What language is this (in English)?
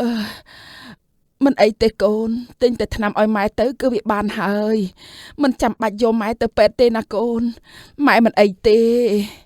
Khmer